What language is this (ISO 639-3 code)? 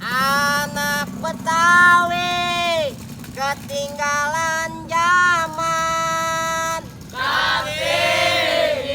bew